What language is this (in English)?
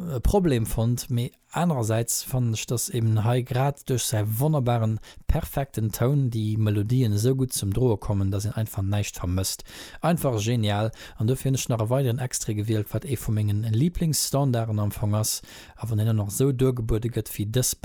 Luxembourgish